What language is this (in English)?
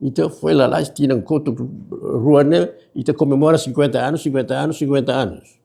Tetum